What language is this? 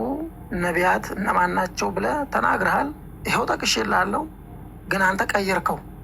Amharic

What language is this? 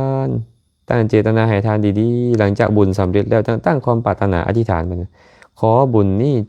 Lao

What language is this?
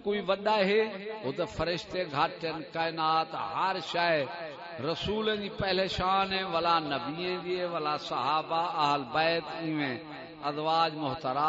Saraiki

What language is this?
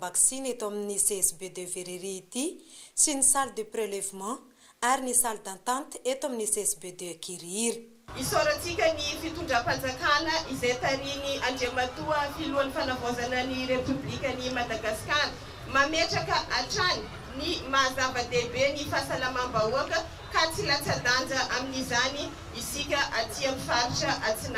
Malagasy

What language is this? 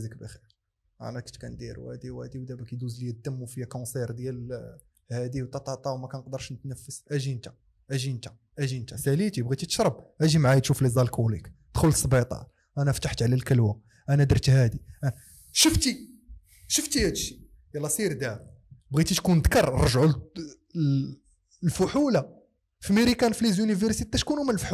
Moroccan Arabic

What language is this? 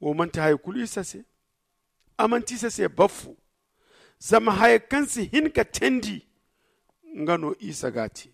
Zarma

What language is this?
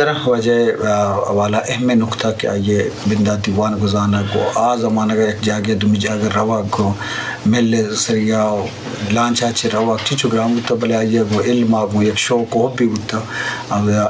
Eastern Balochi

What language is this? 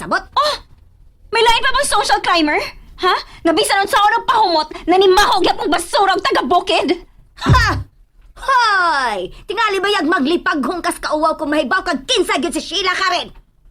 Cebuano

